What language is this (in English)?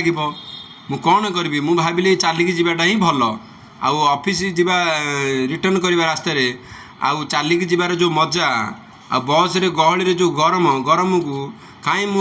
Odia